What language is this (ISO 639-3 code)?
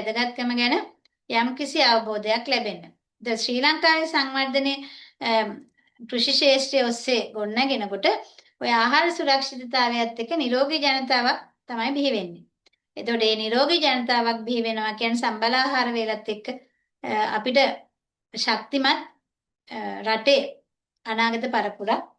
sin